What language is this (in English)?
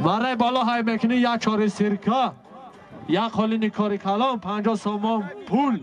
Tajik